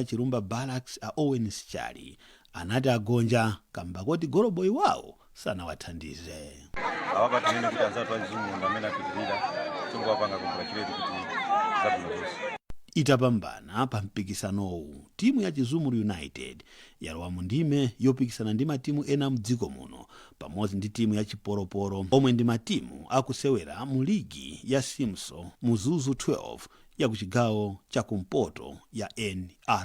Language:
Nyanja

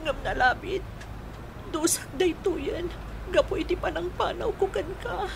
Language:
Iloko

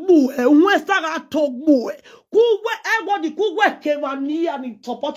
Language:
Nigerian Pidgin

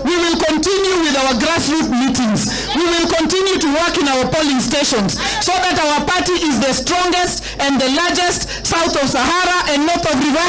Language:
Luo (Kenya and Tanzania)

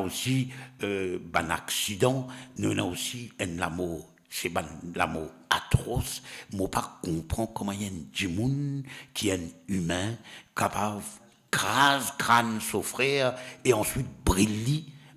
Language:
Morisyen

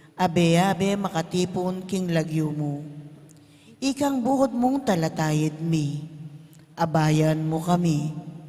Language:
Pampanga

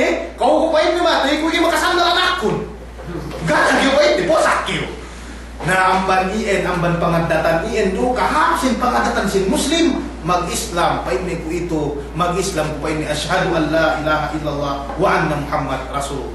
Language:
Yakan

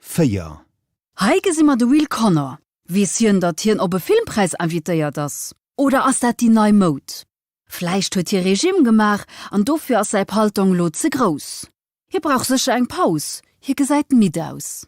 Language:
Luxembourgish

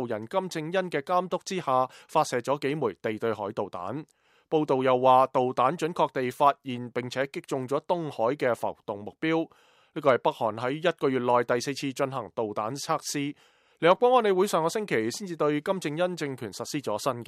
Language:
Cantonese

